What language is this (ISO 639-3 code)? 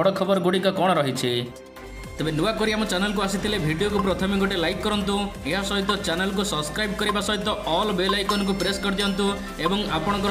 ori